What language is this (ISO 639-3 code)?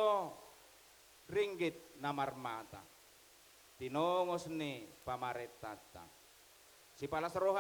bbc